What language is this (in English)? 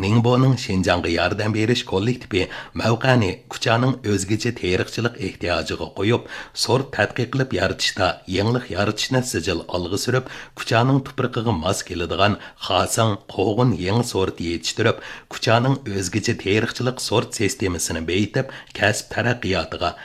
Uyghur